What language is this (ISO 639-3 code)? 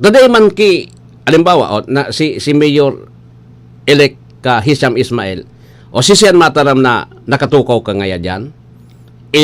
bik